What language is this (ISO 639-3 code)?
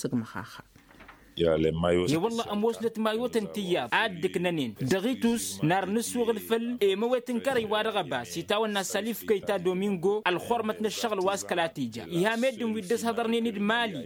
taq